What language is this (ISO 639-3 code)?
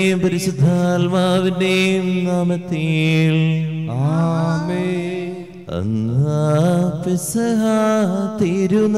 mal